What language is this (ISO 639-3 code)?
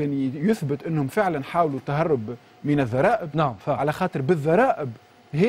aeb